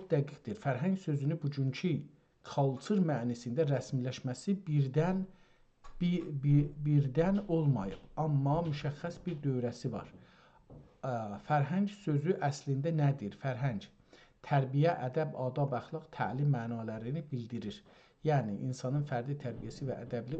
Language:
South Azerbaijani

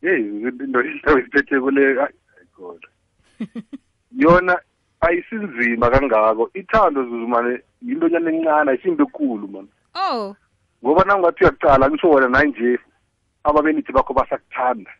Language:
South Ndebele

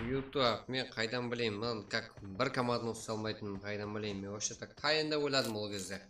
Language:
Kara-Kalpak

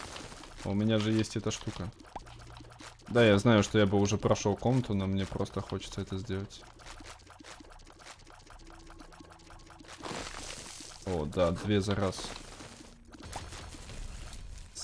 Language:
Russian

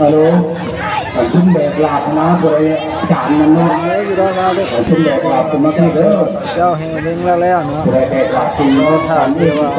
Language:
Northeastern Thai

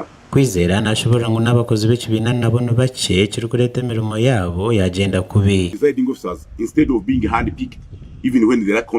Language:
Nyankole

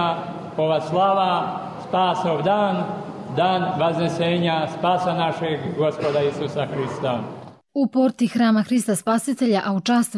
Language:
Croatian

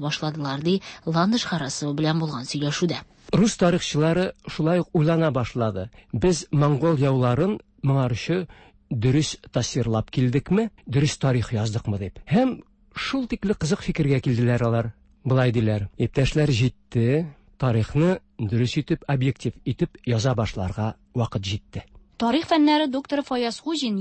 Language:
Tatar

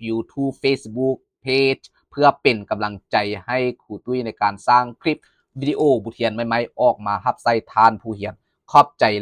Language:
Lao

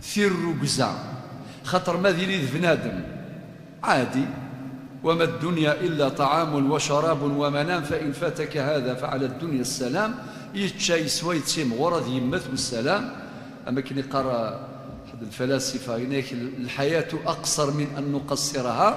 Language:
Kabyle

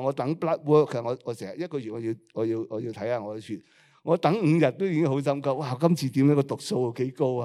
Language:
Cantonese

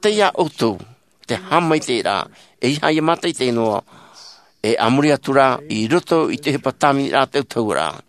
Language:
Tahitian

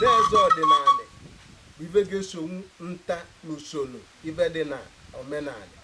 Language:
Igbo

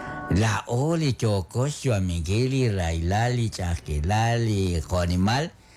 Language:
Kekchí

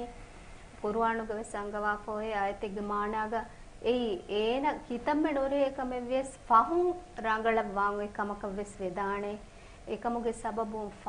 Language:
Divehi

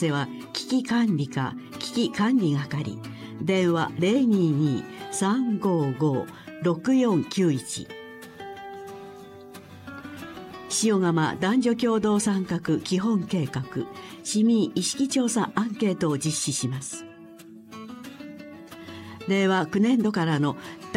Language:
Japanese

